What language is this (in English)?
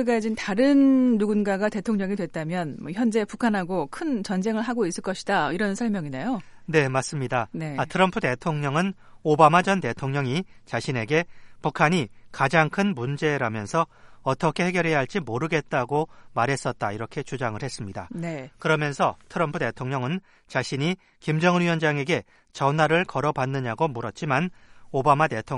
Korean